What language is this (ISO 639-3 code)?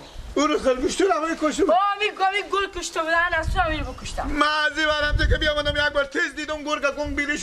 fas